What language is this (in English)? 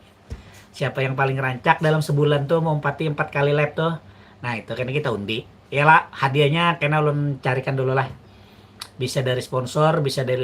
Banjar